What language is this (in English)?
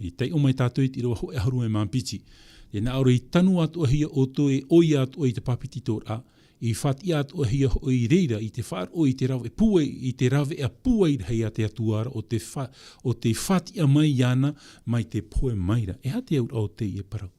Tahitian